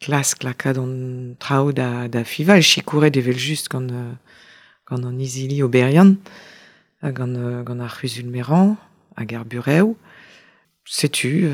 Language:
Breton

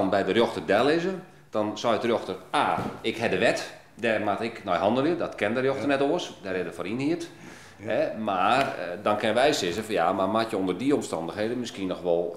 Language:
Western Frisian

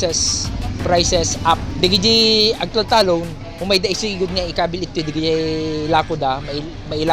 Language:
Iloko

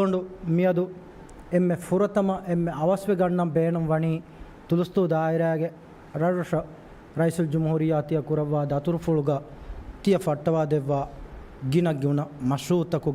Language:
Divehi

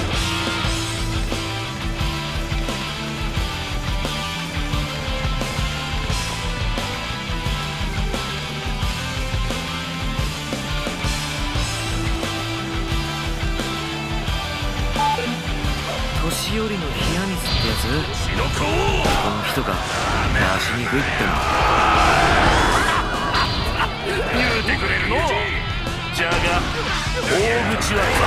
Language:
Japanese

